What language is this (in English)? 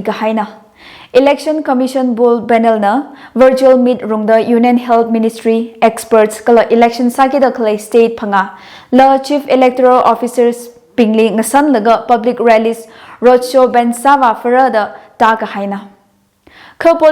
Tangkhul Naga (India)